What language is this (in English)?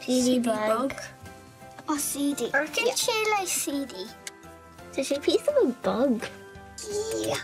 Irish